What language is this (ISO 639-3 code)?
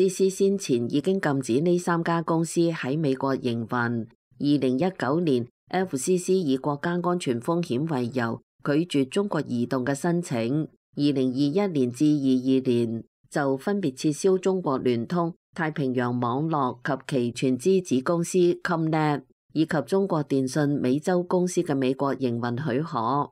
yue